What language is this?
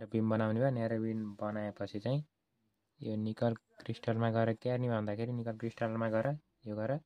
Nepali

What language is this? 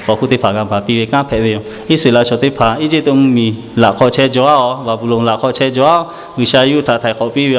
Lahu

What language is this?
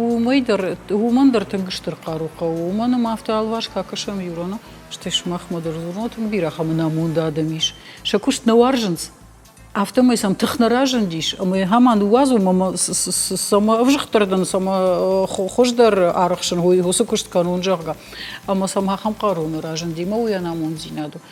Ossetic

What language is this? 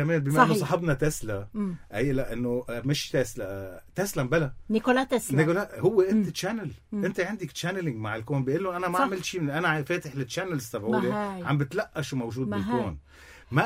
North Levantine Arabic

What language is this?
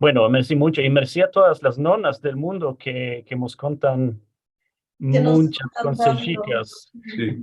Ladino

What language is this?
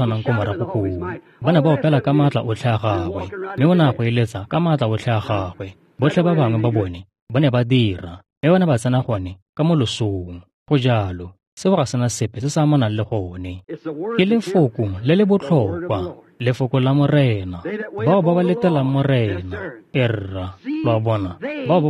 Tswana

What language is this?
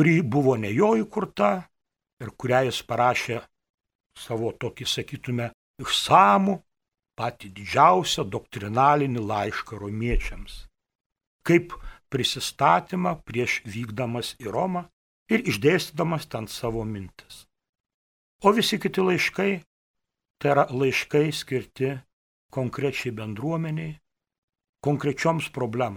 Lithuanian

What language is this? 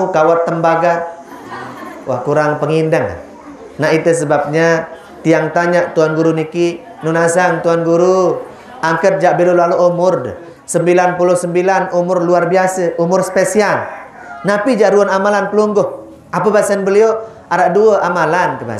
Sasak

